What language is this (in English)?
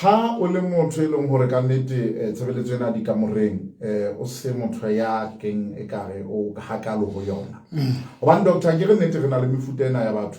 Southern Sotho